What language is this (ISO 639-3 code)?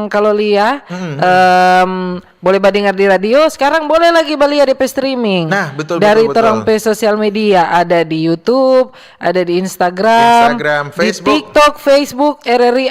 xmm